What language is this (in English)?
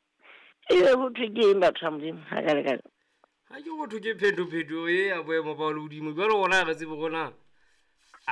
Southern Sotho